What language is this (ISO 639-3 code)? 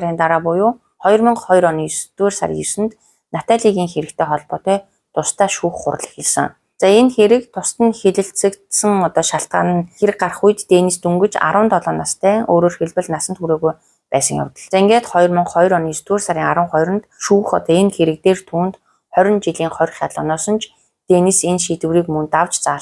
mon